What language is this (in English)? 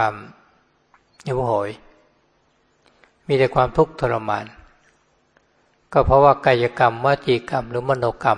Thai